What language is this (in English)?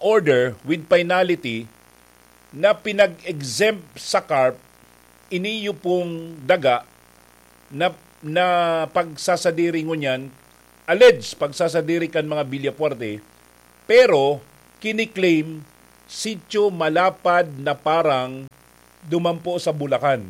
Bikol